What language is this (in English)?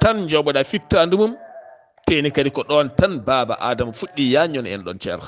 Fula